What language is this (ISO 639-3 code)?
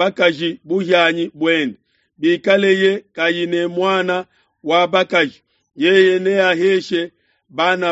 lua